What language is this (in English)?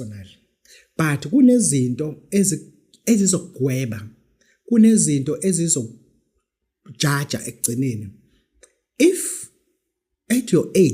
Zulu